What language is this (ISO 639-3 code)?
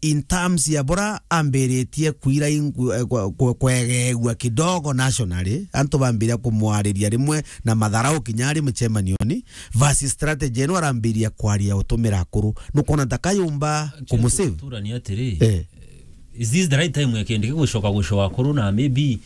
mer